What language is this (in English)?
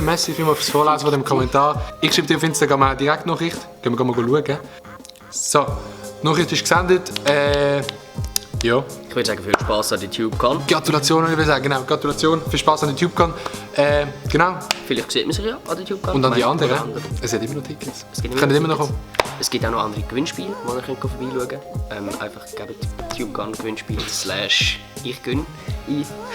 Swiss German